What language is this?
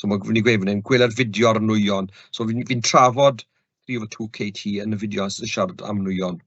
Welsh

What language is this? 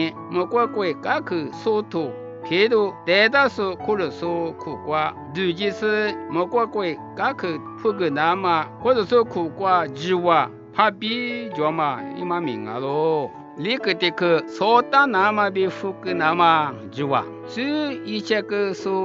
Lisu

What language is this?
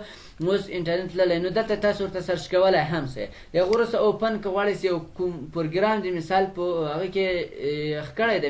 Pashto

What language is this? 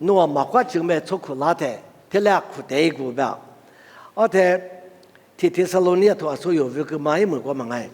Lisu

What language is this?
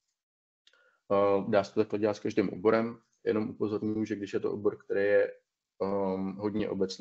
Czech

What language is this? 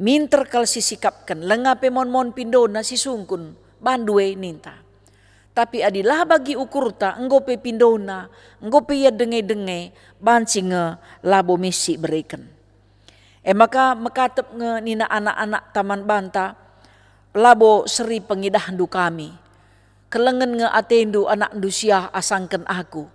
Batak Karo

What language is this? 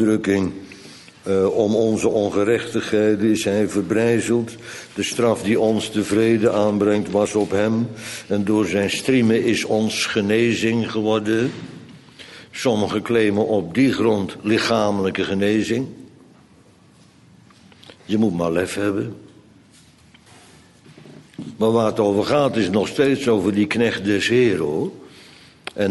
Dutch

